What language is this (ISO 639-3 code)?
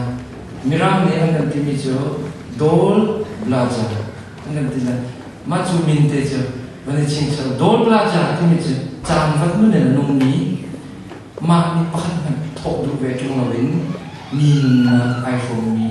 cnh